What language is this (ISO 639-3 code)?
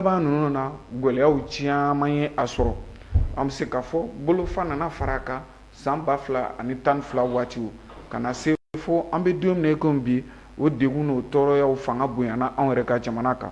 bam